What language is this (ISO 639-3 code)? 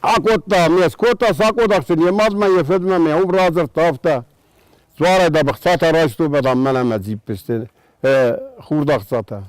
oss